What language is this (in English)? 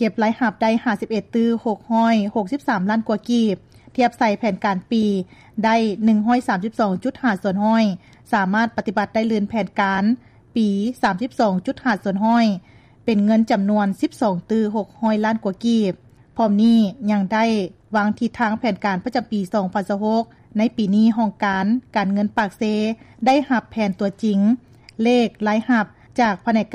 Lao